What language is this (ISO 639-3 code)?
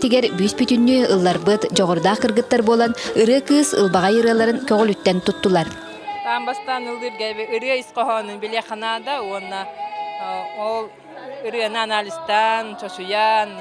sah